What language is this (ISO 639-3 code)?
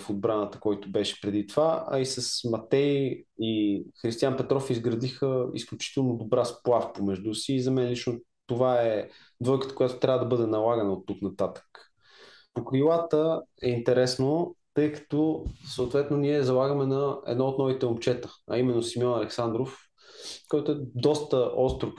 bul